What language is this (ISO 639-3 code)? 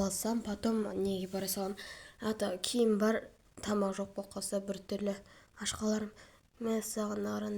kaz